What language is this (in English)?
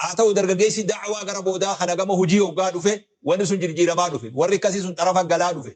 Oromo